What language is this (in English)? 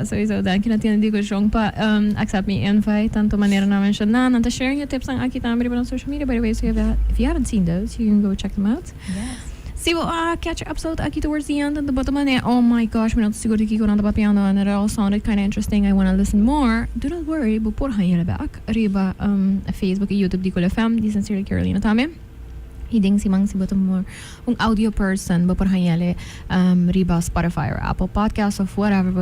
Papiamento